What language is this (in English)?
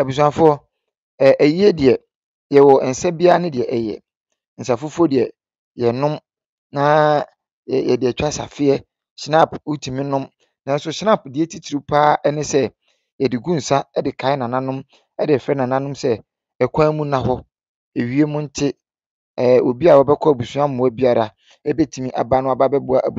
Akan